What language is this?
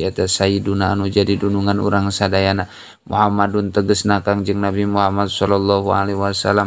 Sundanese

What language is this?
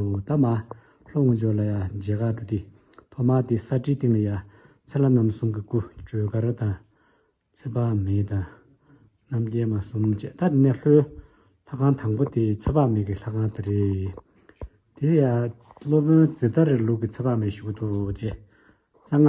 Tibetan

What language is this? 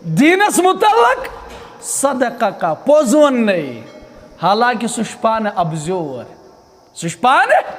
Kashmiri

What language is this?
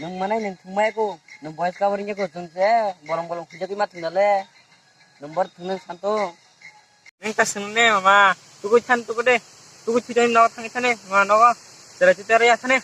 Kok Borok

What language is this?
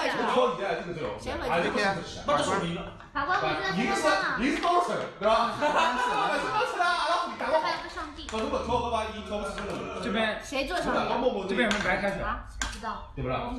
Chinese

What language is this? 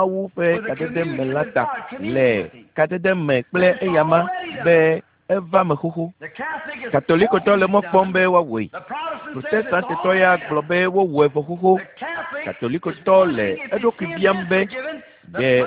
Ewe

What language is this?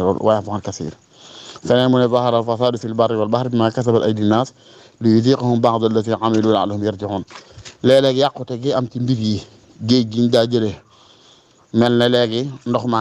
Wolof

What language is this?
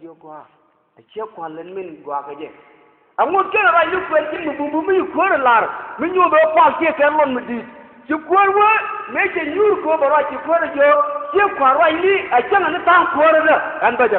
Nuer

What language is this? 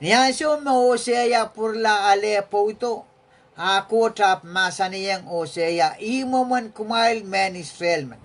Pohnpeian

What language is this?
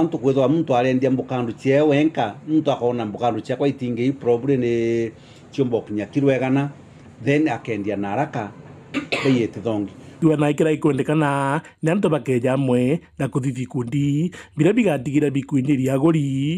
Meru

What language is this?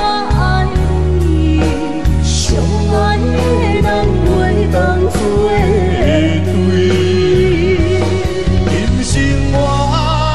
Min Nan Chinese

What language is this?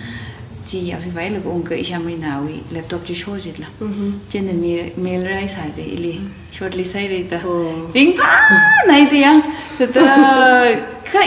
Tangkhul Naga (India)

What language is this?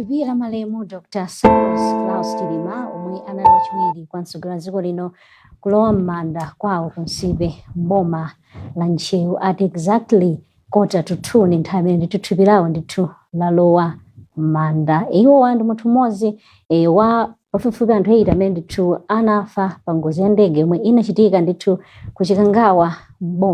Nyanja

